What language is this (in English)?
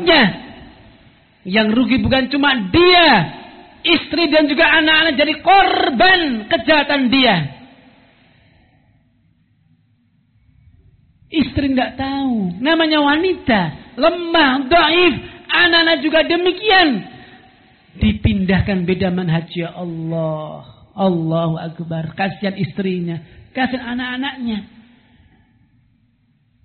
Indonesian